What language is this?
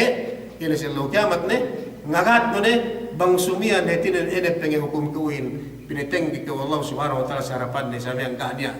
Yakan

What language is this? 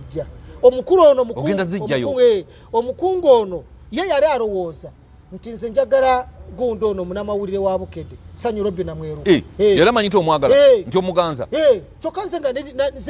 Ganda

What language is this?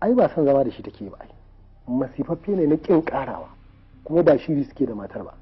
Hausa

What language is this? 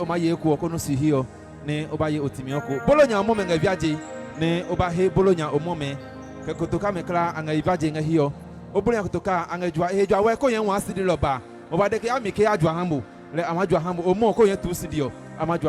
Adangme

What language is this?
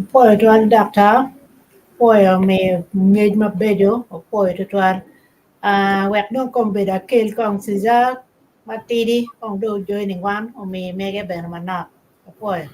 Acoli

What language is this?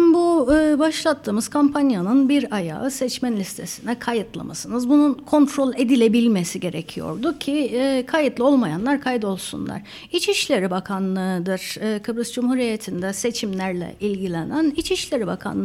Turkish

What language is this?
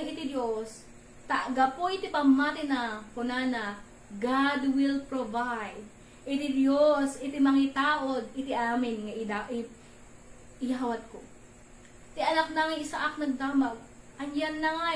Iloko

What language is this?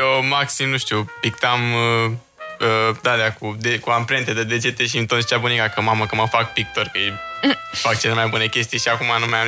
Romanian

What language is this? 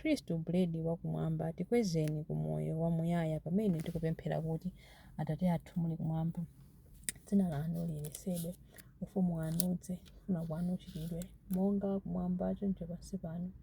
Nyanja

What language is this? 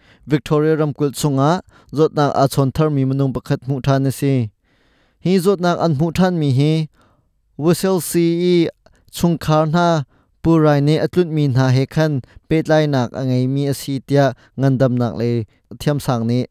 Hakha Chin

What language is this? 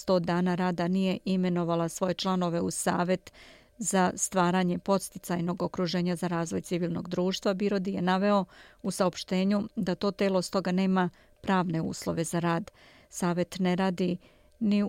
Serbian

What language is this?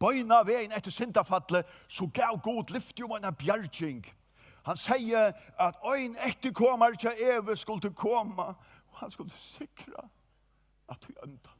Faroese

